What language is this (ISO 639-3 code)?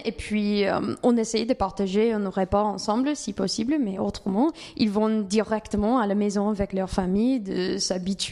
fra